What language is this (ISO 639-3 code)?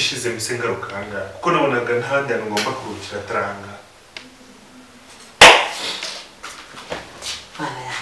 kin